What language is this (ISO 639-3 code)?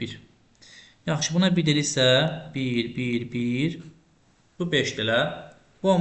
aze